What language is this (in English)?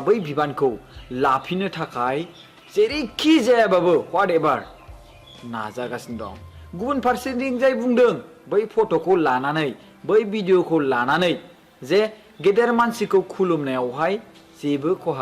Bodo